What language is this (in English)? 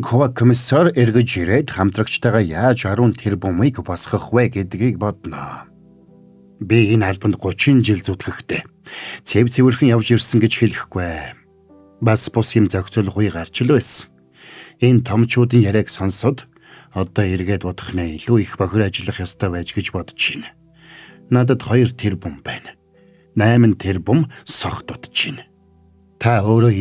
Mongolian